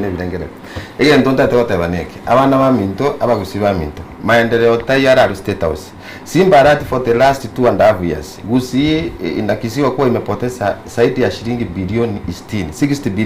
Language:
Gusii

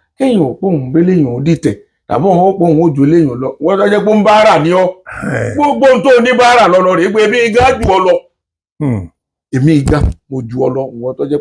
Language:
Yoruba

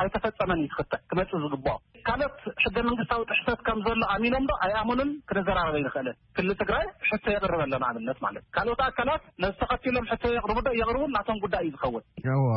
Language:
Tigrinya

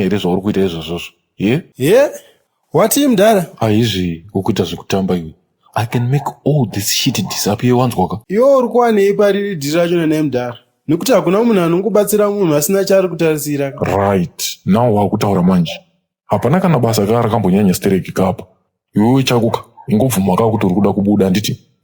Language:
Shona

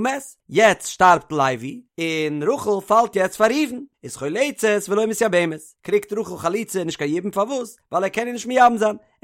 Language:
Yiddish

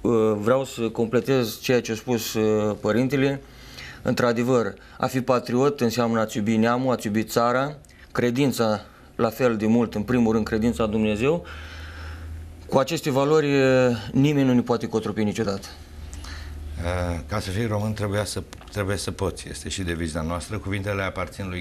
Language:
Romanian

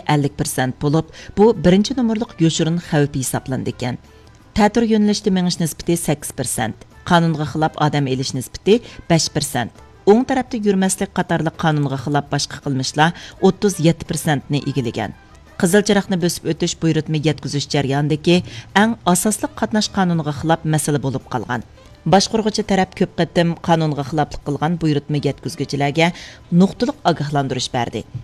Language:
Uyghur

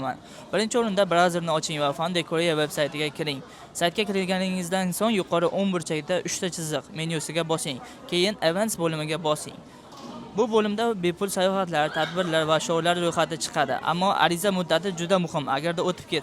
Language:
Uzbek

